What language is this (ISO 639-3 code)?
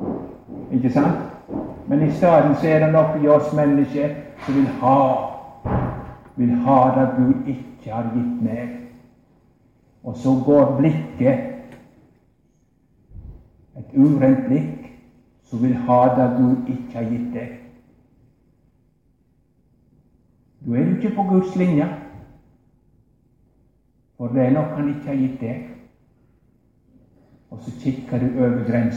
nor